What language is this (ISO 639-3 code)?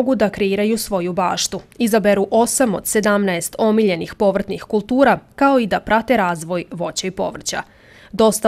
srp